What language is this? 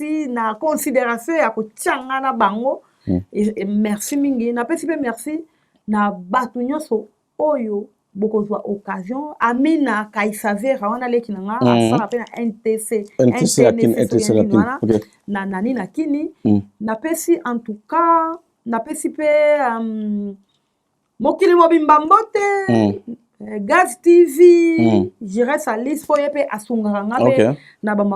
Lingala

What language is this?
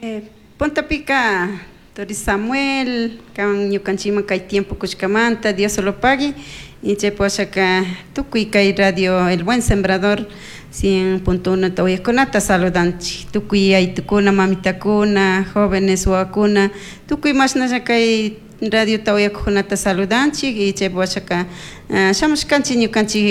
Chimborazo Highland Quichua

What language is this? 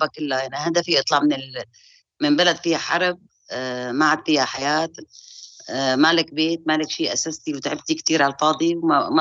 North Levantine Arabic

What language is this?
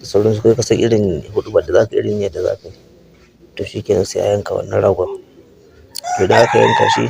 Hausa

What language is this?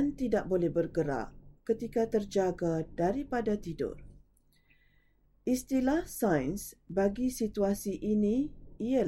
Malay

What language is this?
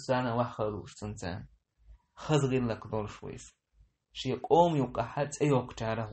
Chechen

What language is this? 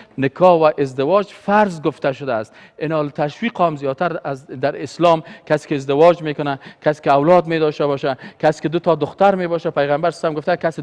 Persian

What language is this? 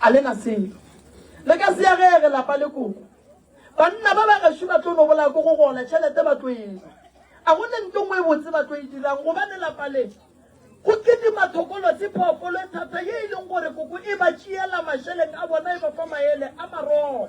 Northern Sotho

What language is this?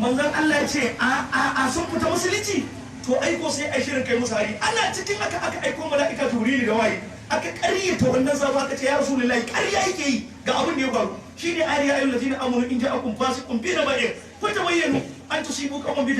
Hausa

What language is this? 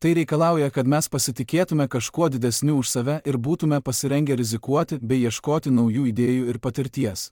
Lithuanian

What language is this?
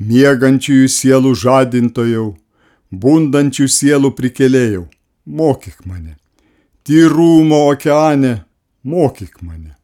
Lithuanian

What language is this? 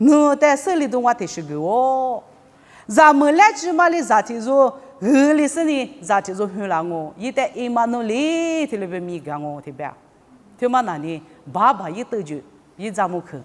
Lisu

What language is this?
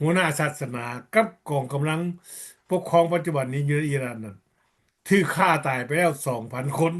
Lao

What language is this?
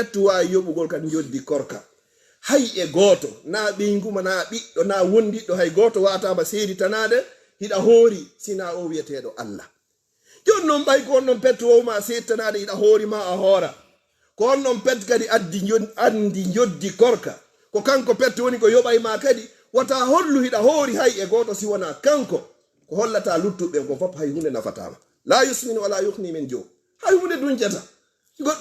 Fula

